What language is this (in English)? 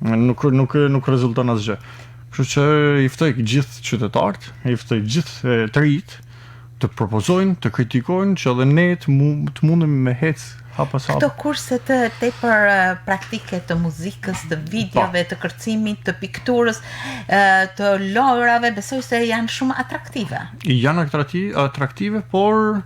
Albanian